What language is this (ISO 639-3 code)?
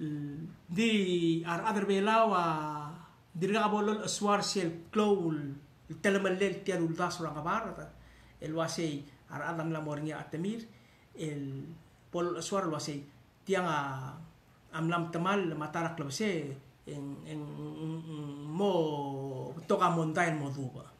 pau